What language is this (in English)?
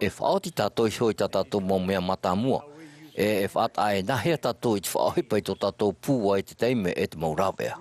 Tahitian